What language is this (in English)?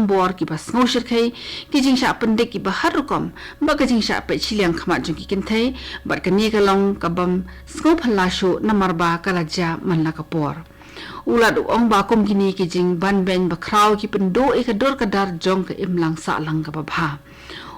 Khasi